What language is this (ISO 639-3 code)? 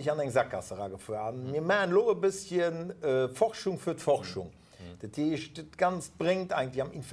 ltz